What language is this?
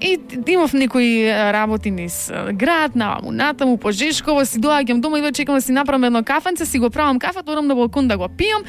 Macedonian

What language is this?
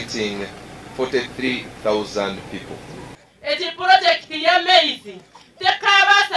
Nyankole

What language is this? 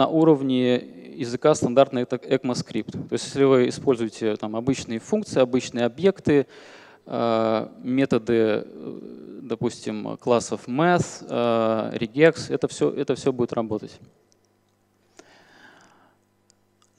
Russian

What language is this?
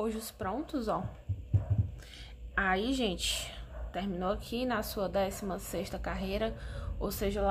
Portuguese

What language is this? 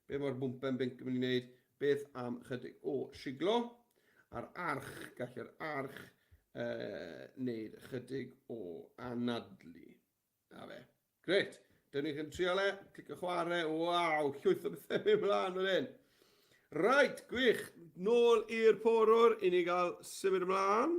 Welsh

